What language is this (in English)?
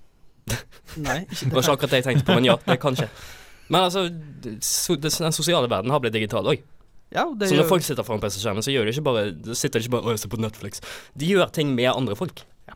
Norwegian